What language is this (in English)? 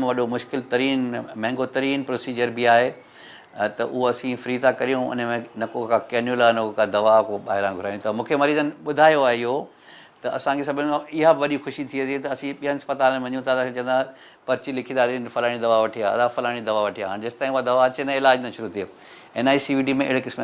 Sindhi